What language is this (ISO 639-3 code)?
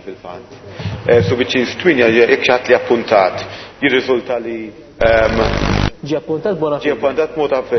mlt